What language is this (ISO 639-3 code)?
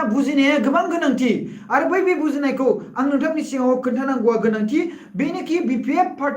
brx